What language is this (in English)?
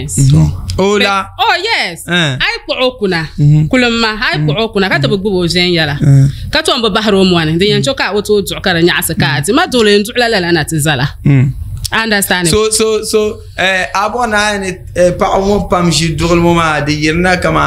Dagbani